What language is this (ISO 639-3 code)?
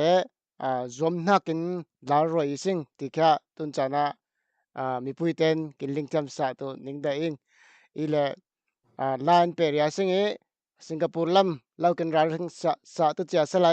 cfm